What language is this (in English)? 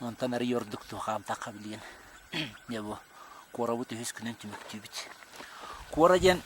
Yakut